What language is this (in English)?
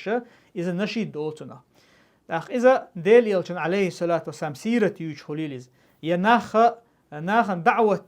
Chechen